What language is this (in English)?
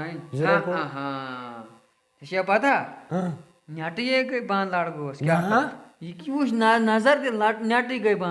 Kashmiri